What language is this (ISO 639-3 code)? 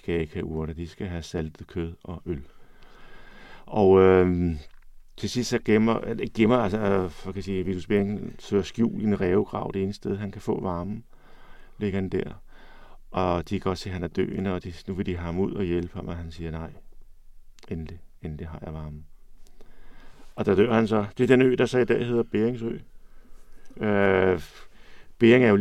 dan